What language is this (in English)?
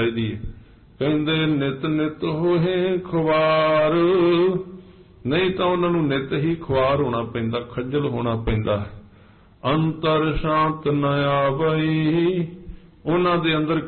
Punjabi